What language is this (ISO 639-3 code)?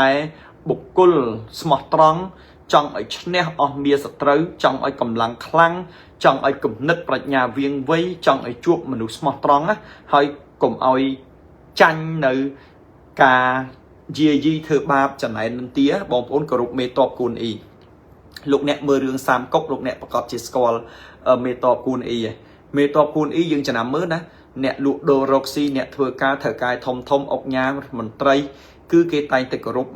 khm